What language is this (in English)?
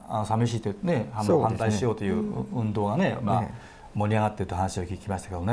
Japanese